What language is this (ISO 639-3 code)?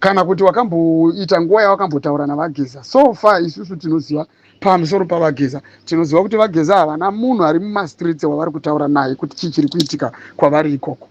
sna